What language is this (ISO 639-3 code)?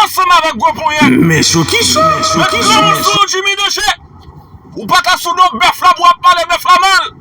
hat